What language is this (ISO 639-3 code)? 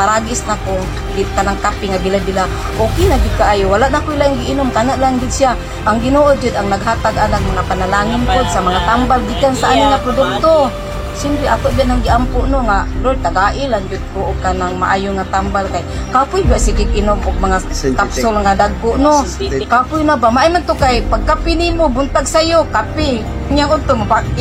ceb